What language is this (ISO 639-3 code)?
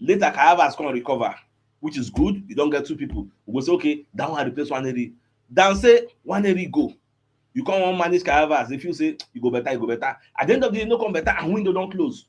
pcm